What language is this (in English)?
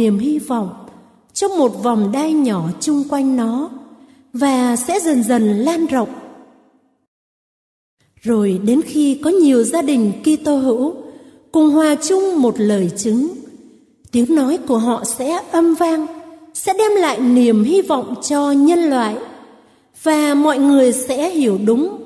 Vietnamese